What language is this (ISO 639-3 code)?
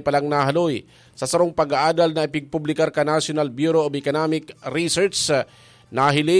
bik